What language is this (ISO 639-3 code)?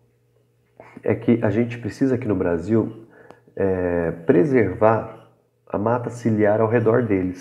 por